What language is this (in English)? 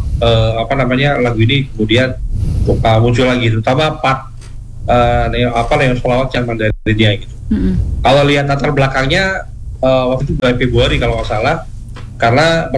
Indonesian